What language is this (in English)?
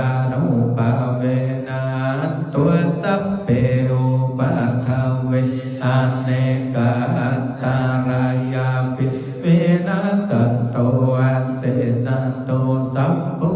Pali